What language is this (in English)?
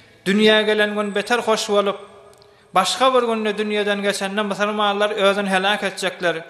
Turkmen